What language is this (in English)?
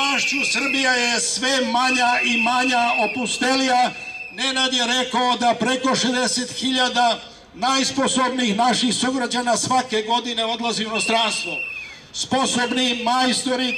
Serbian